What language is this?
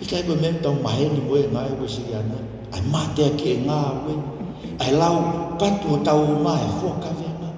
Tongan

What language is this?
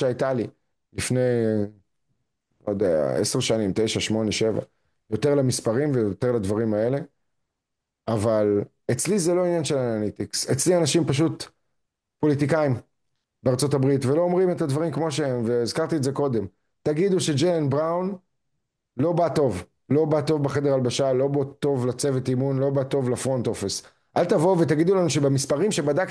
Hebrew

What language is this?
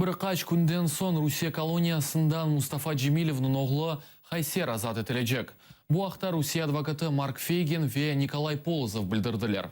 Crimean Tatar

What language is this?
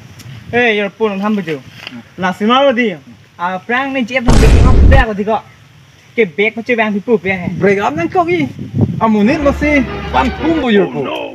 Karbi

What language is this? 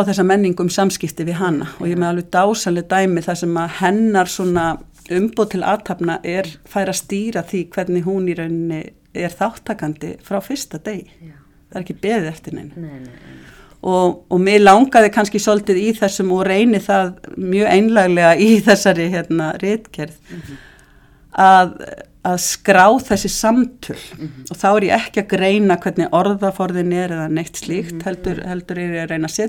Icelandic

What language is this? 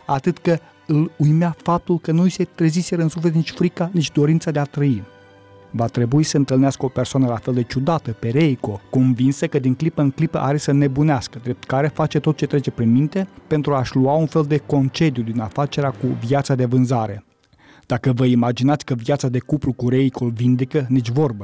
Romanian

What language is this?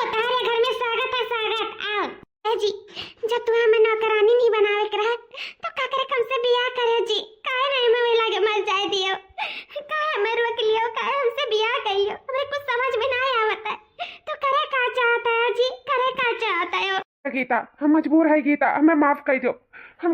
Awadhi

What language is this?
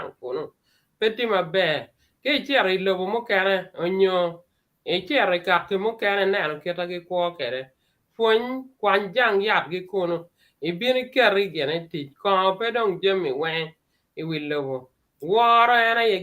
Acoli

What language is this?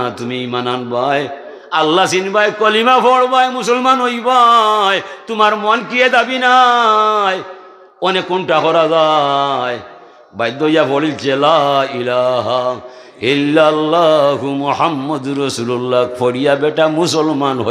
Sylheti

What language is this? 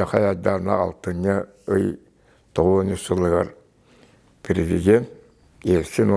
Yakut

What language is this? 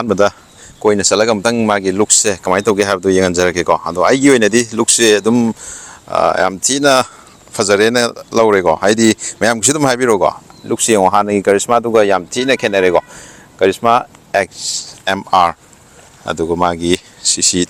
Manipuri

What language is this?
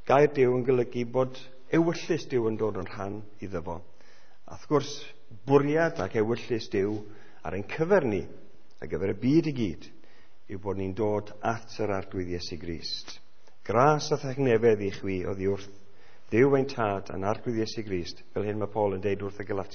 Welsh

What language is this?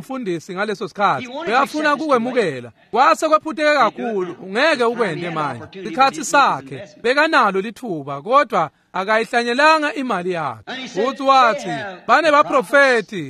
Swati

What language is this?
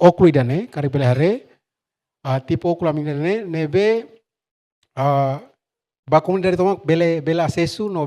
Tetum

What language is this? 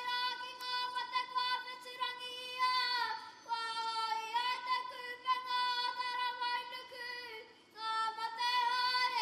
Māori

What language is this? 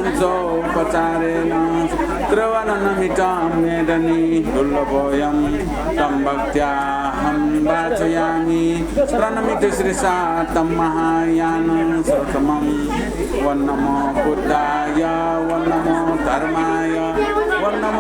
Newari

